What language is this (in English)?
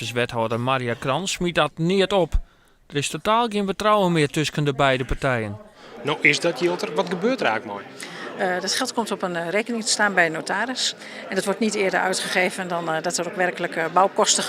Western Frisian